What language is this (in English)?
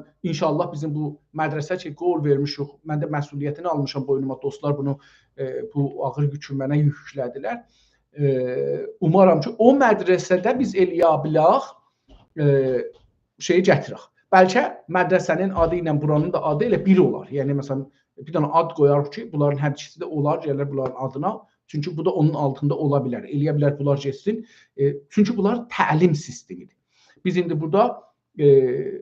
South Azerbaijani